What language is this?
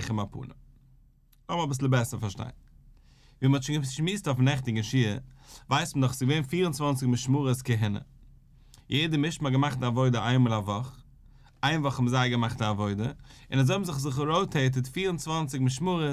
Yiddish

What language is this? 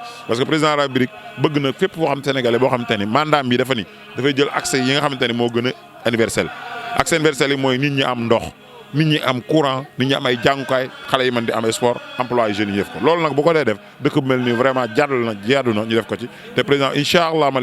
Wolof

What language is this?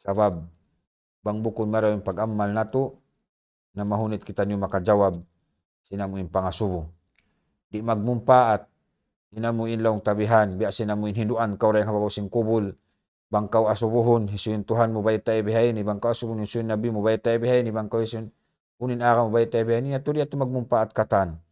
Tausug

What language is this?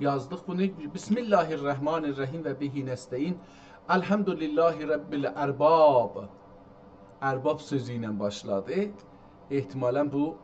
South Azerbaijani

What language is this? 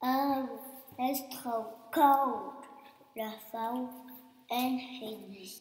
Occitan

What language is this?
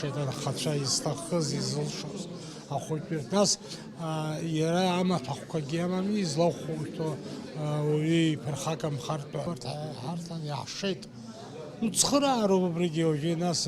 Abkhazian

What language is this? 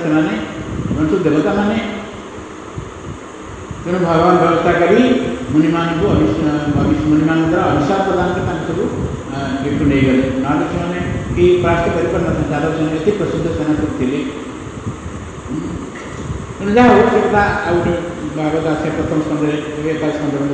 Odia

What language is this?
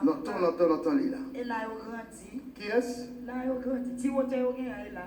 Haitian Creole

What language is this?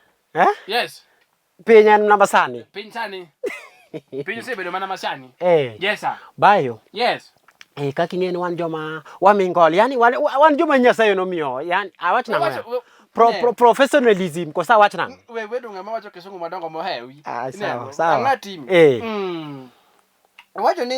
Luo (Kenya and Tanzania)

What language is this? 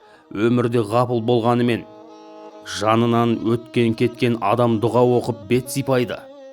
Kazakh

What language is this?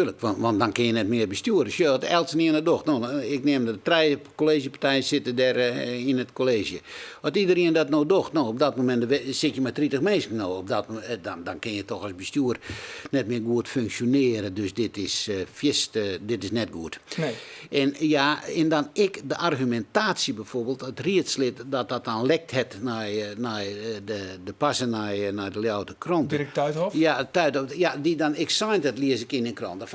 Western Frisian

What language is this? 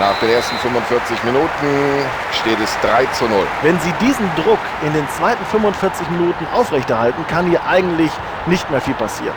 Bavarian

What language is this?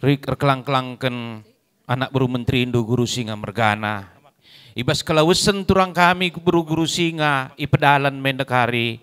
Batak Karo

